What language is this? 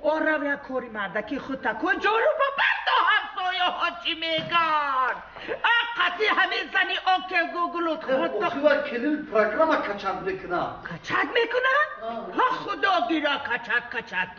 Tajik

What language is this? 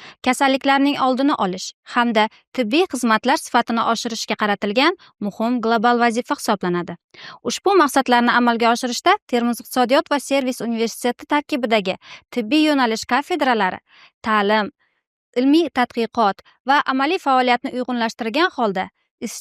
Uzbek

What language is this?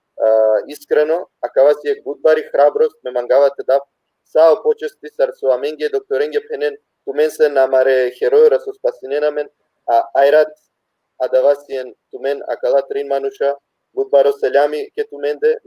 Balkan Romani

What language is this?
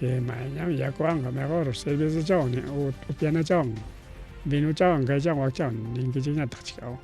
Ayacucho Quechua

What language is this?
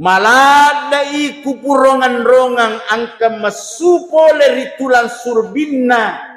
Buginese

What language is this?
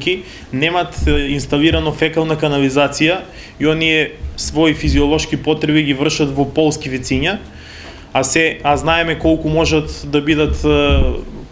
Macedonian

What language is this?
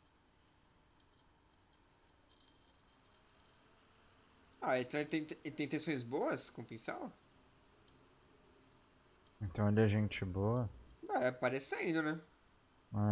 Portuguese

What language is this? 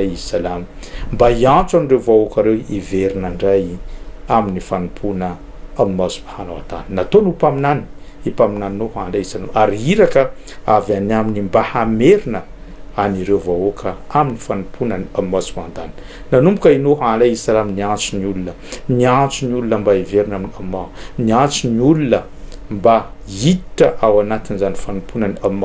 Malagasy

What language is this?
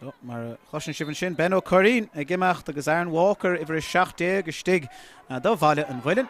Irish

